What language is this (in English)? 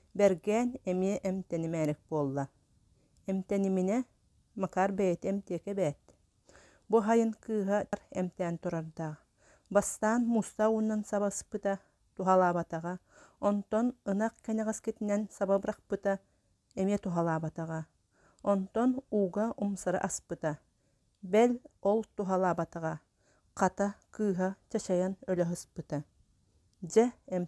Yakut